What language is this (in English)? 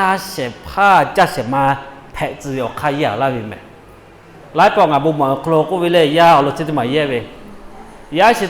Lahu